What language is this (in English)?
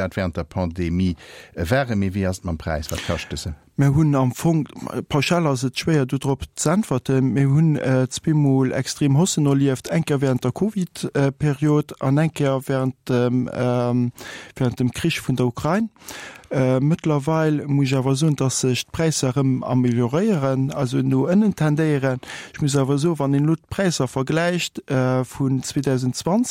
Luxembourgish